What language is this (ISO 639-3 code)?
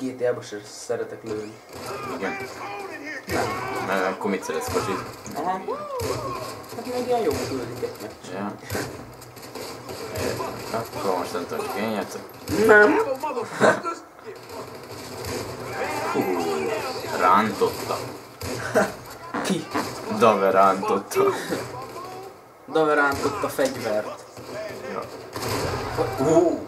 hun